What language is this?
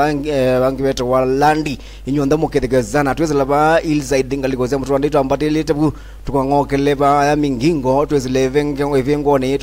Swahili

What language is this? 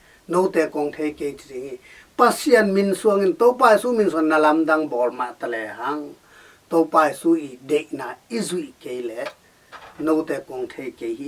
Tedim Chin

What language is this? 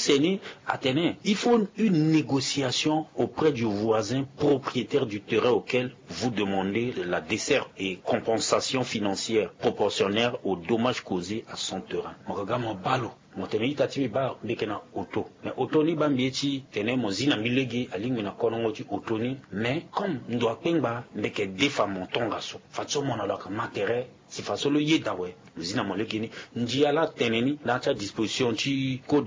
Sango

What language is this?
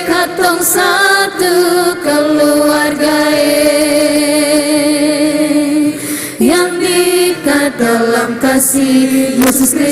Ambonese Malay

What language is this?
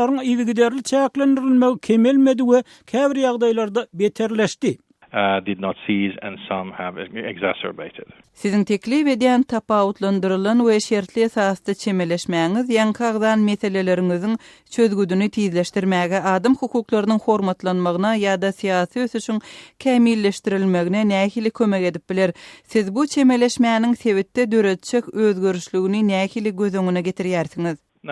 Turkmen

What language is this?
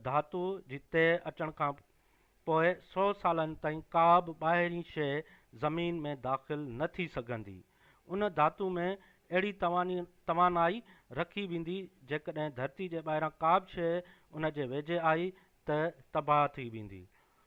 Sindhi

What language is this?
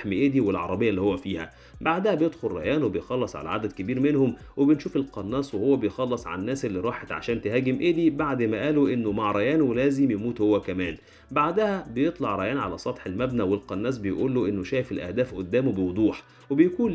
Egyptian Arabic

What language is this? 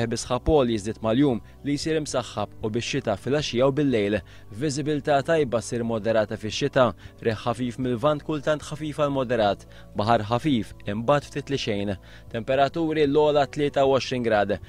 Maltese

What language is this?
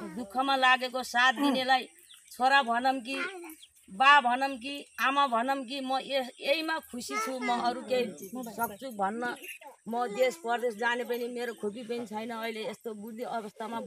Nepali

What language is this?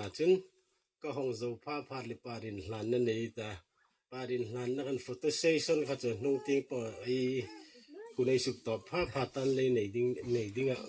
Hmar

